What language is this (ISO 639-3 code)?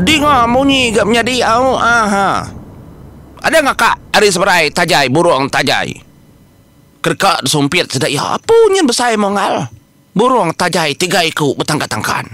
iba